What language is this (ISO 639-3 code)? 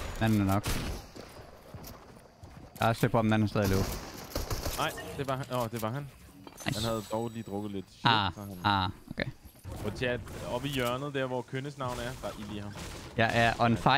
dan